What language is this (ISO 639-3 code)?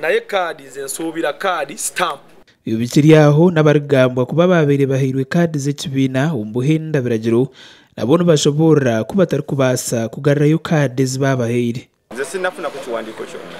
nyn